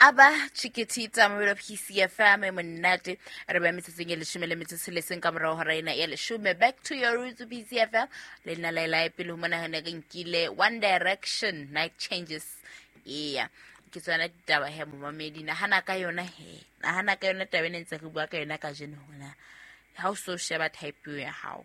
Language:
Southern Sotho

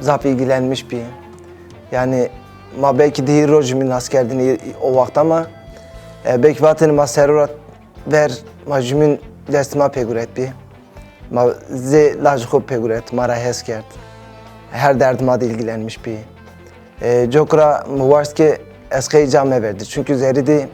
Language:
Zaza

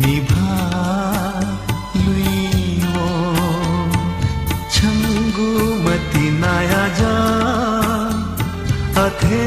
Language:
Newari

